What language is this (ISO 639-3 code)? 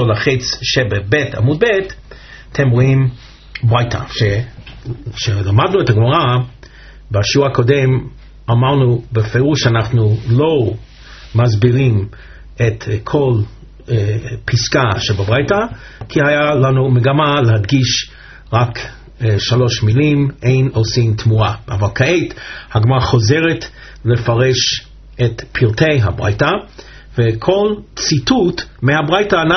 heb